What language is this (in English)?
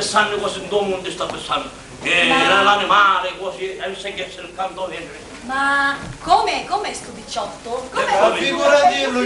Sicilian